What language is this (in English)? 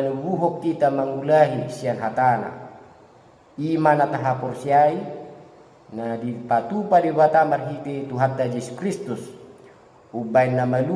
Batak Toba